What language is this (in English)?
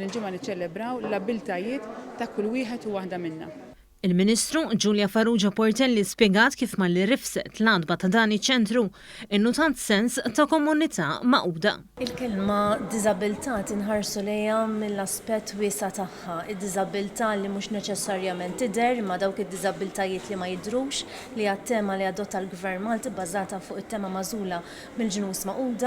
Maltese